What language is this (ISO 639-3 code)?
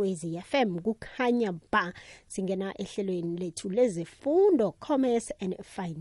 nbl